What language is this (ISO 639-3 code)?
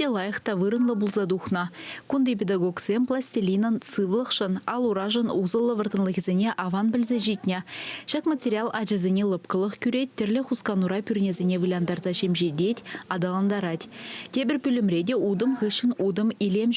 chv